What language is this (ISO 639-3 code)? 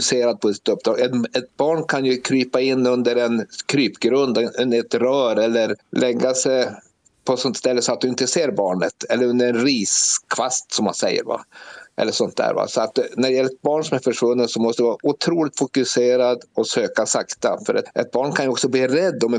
swe